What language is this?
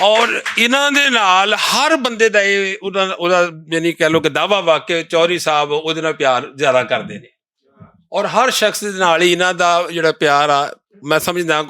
Western Panjabi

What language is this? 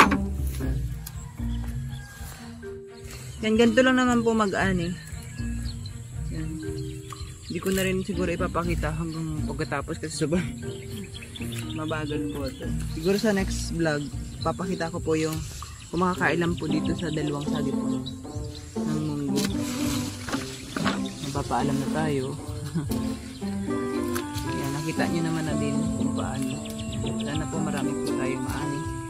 Filipino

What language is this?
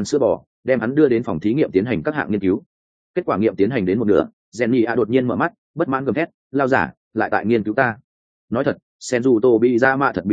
Vietnamese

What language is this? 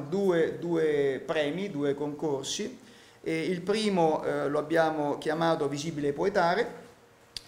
Italian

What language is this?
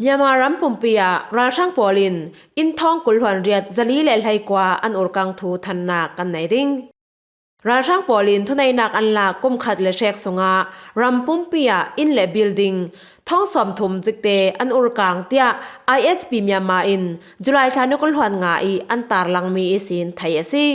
Falam Chin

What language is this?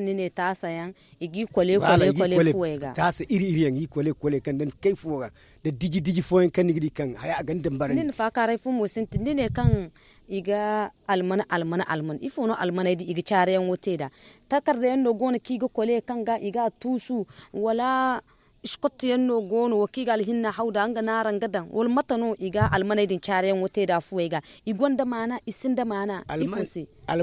Zarma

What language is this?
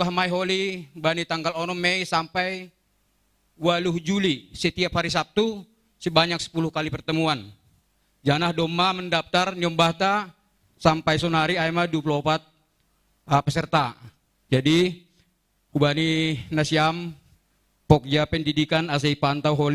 Batak Simalungun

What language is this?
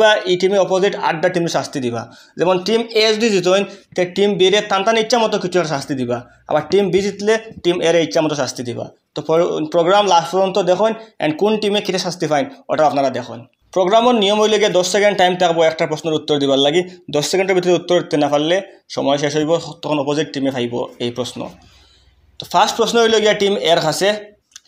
Sylheti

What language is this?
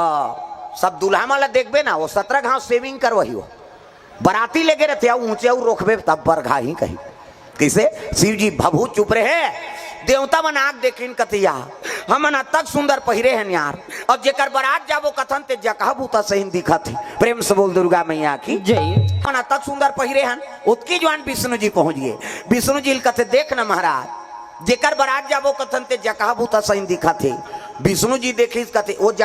Chhattisgarhi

